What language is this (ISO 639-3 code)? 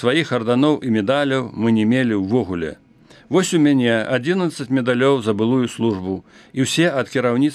bel